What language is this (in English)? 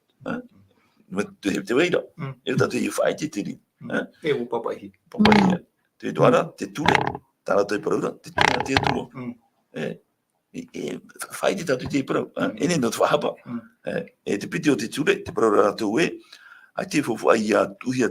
Tahitian